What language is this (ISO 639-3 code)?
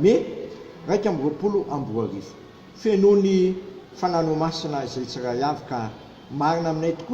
mlg